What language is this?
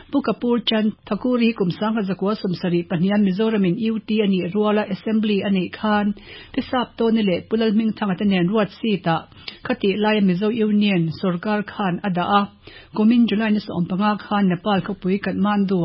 Mizo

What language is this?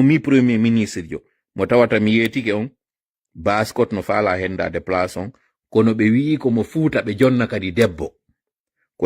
Pular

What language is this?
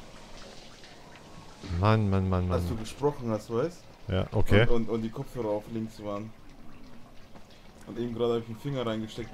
German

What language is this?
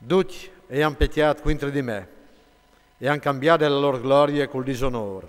Friulian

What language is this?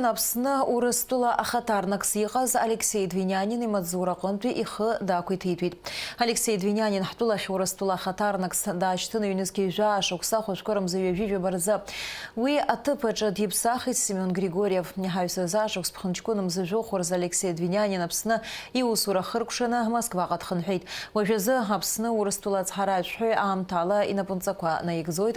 Abkhazian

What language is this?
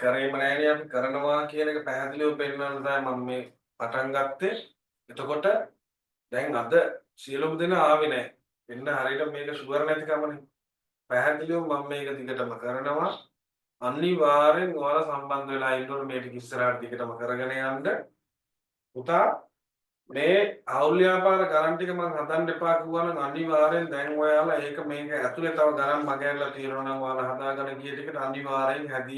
Sinhala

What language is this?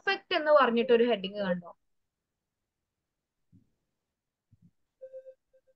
Malayalam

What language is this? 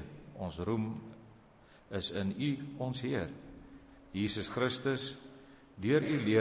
Afrikaans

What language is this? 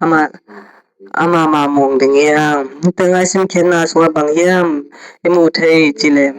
Tedim Chin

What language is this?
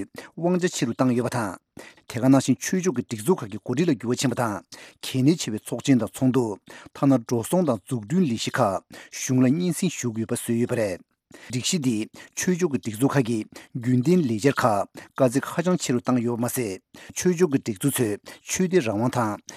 Tibetan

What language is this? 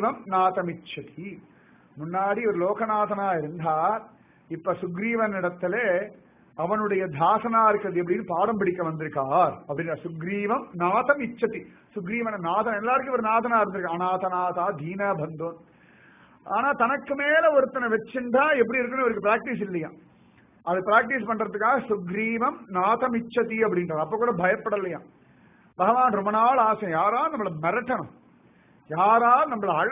Tamil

